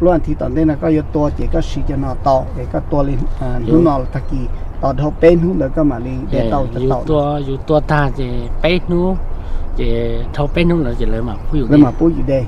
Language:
Hmong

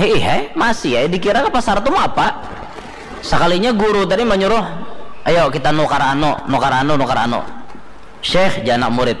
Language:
Banjar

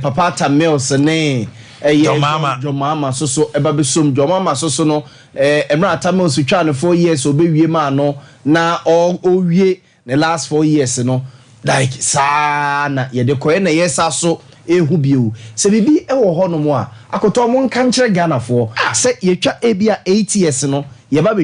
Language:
Akan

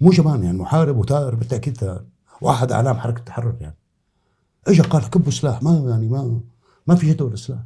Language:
North Levantine Arabic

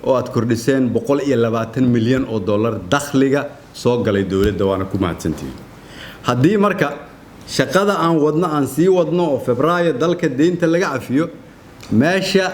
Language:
Somali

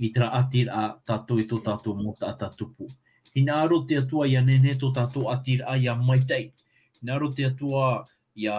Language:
Tahitian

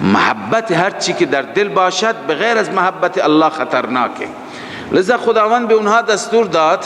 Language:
Persian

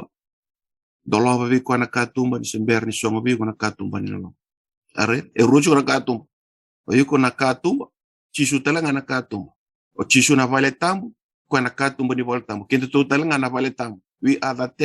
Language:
Fijian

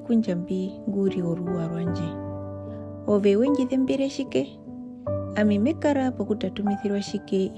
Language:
Herero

